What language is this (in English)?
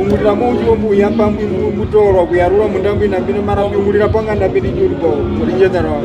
Herero